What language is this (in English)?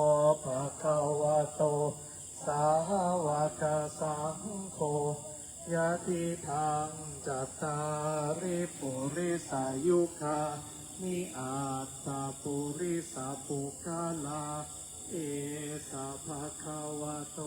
Pali